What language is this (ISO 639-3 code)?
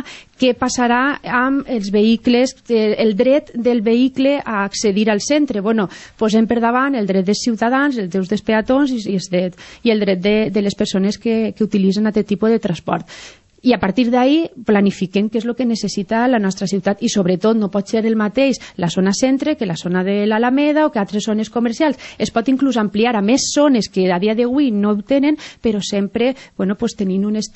cat